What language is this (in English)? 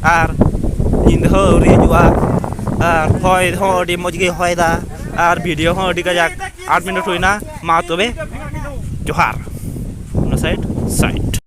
Santali